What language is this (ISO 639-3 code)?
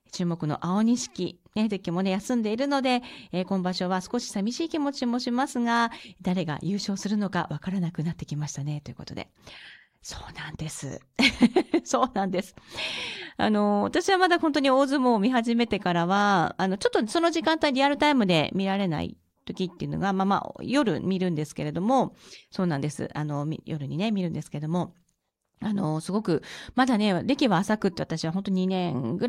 jpn